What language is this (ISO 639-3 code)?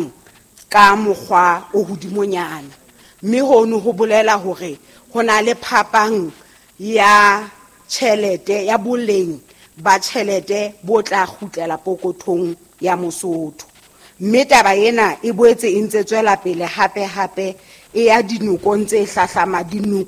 sot